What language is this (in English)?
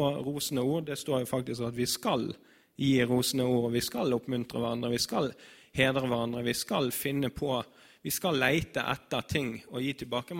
Norwegian